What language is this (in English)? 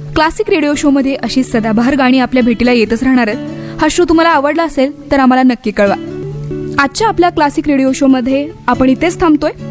Marathi